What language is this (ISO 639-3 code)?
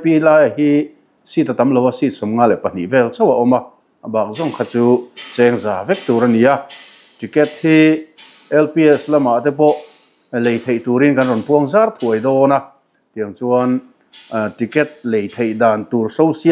lus